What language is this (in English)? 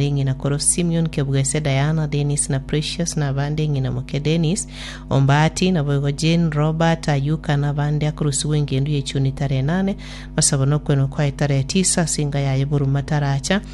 Gusii